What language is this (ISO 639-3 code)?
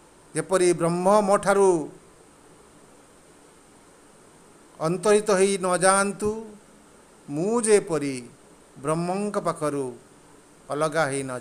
ori